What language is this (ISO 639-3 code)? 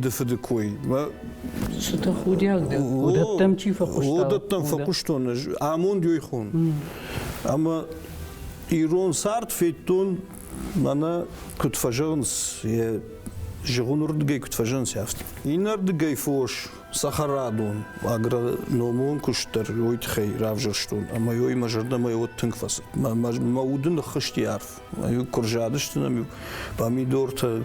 oss